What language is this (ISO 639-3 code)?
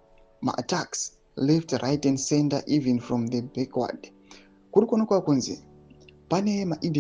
sna